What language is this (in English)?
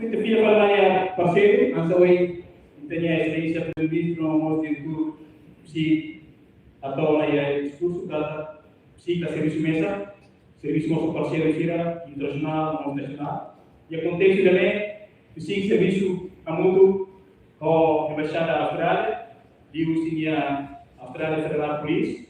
Tetum